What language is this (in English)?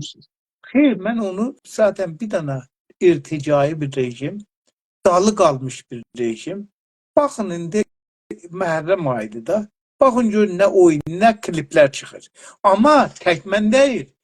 South Azerbaijani